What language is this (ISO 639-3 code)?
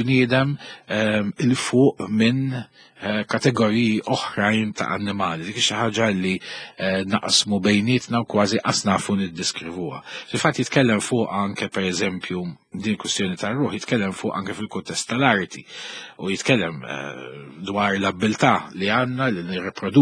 mlt